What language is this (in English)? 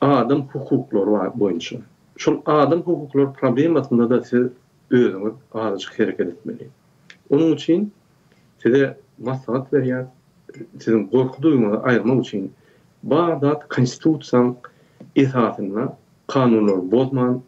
Turkmen